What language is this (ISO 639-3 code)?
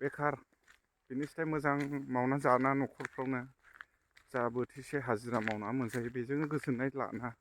brx